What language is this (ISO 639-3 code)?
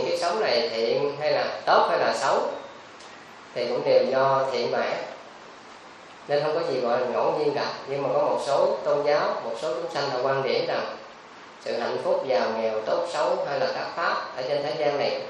vie